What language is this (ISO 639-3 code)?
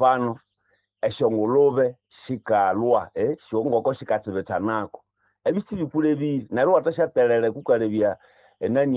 nnb